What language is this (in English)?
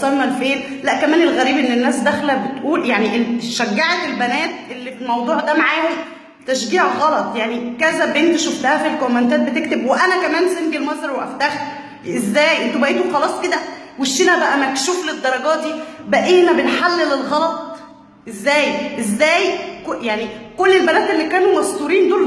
Egyptian Arabic